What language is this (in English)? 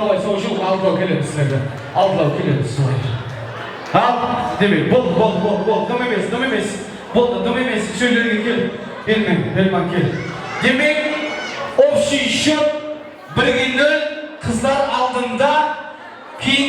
Kara-Kalpak